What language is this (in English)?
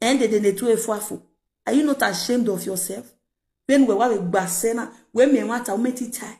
Nigerian Pidgin